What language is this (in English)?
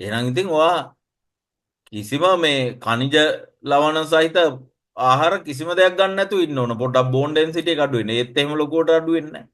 Sinhala